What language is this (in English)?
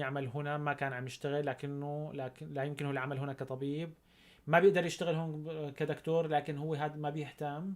North Levantine Arabic